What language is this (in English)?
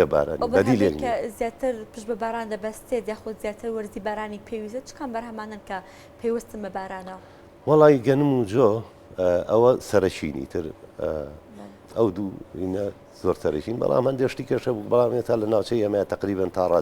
Central Kurdish